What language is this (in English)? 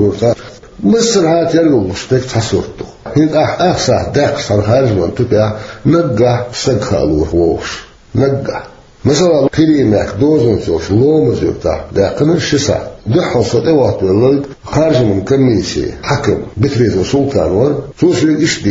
Chechen